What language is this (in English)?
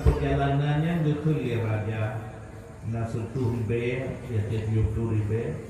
Achinese